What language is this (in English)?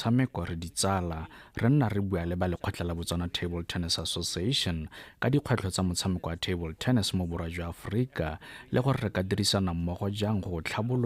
Tswana